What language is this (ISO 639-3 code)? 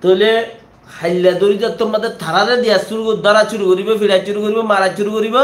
rhg